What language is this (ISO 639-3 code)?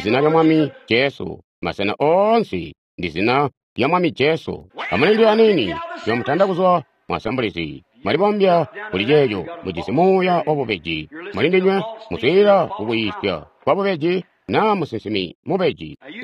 toi